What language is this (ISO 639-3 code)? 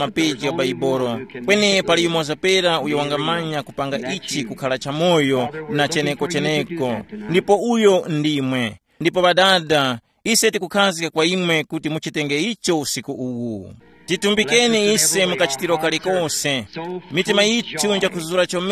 tum